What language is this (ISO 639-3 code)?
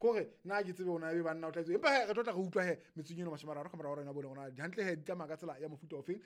sot